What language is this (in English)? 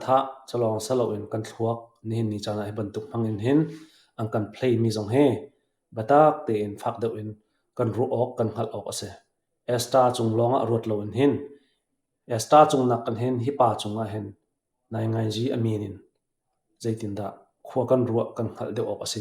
Hakha Chin